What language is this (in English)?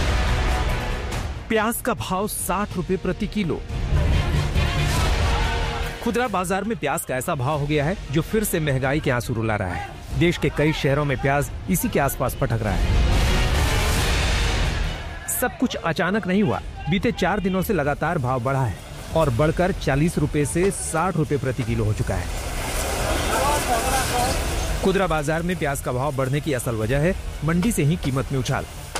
Hindi